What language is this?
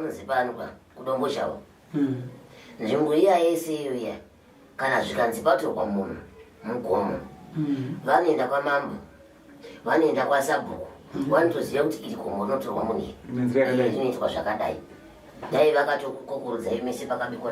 Shona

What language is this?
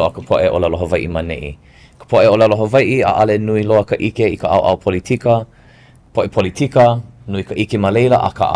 Hawaiian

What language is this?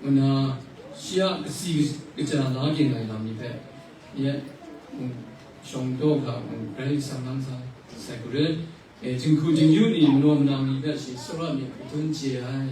Kachin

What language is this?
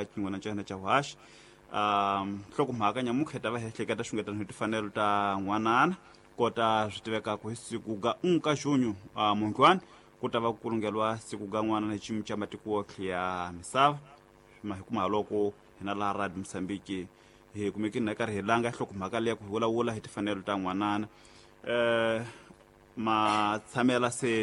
Tsonga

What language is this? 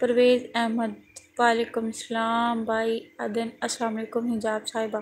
Saraiki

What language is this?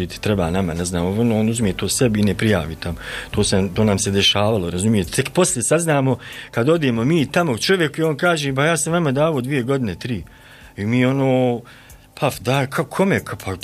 Bosnian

